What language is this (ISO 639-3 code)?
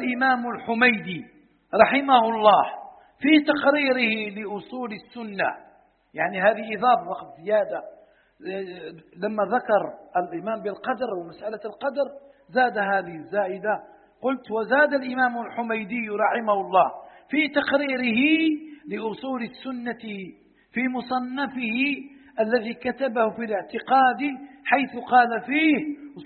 ara